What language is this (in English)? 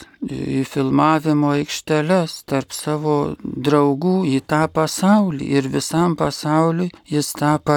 Lithuanian